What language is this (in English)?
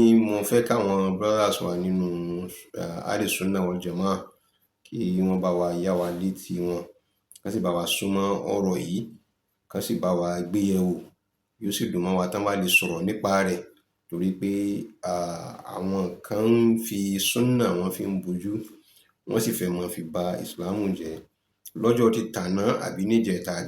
Yoruba